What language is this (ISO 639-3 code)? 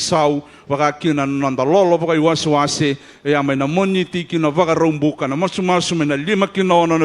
fij